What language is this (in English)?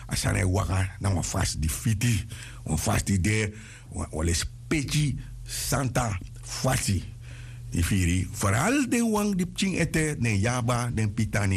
Sranan Tongo